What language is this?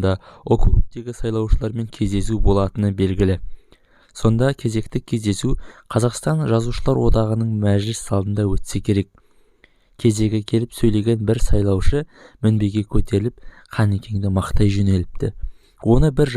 Kazakh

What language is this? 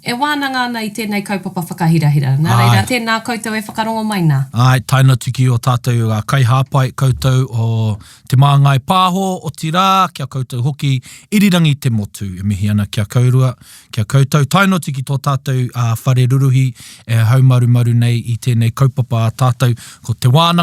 Māori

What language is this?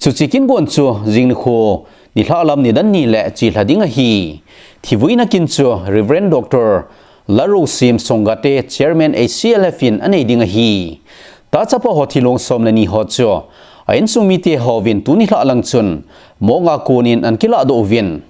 Thado Chin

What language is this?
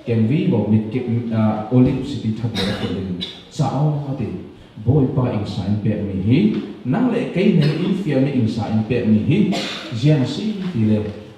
Falam Chin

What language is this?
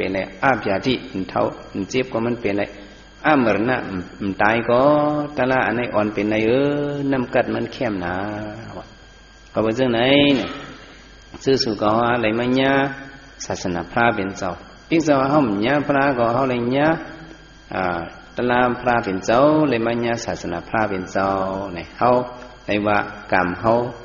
Shan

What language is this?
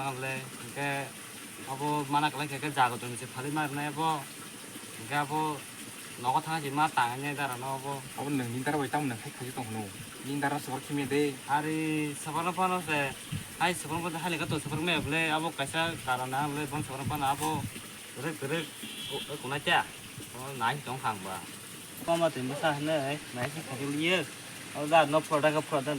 Kok Borok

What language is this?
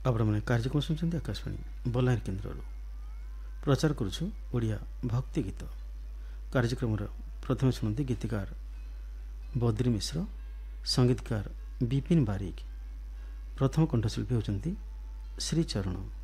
Odia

